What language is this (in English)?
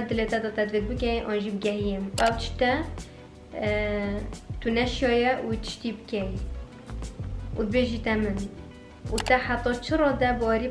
Persian